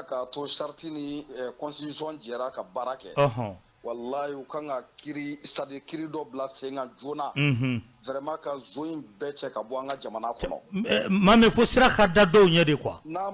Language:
Bambara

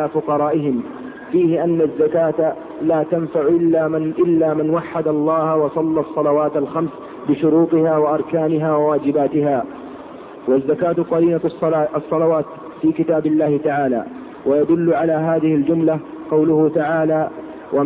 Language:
Arabic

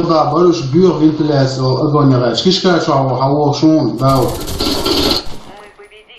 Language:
Chechen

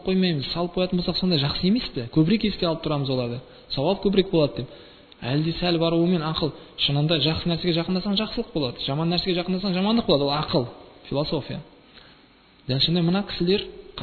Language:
Kazakh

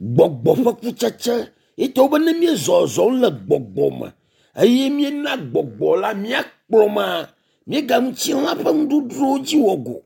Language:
Ewe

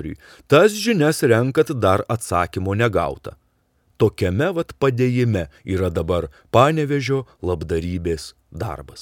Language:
Lithuanian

